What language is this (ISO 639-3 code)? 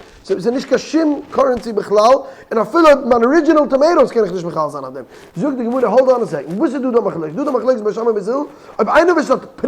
yid